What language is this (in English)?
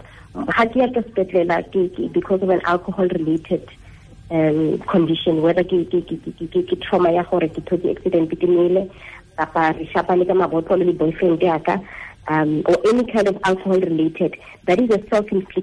Tswana